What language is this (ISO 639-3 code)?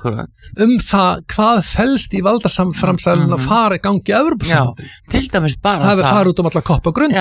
isl